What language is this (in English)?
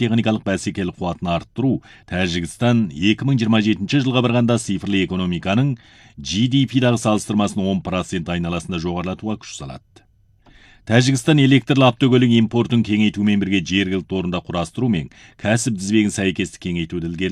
Kazakh